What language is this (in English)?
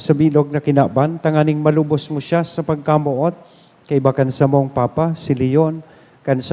Bikol